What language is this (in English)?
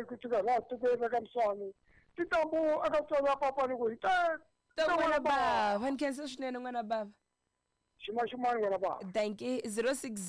Tsonga